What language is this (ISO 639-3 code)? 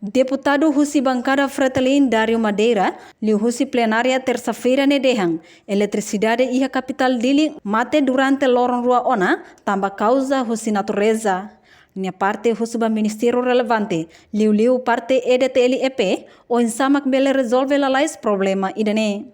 tet